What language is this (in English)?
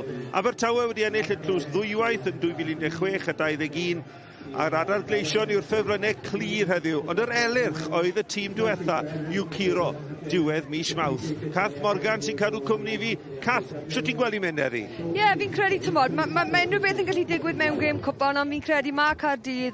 Welsh